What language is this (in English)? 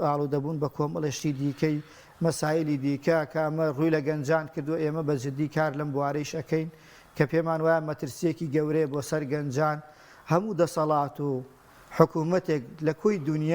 Central Kurdish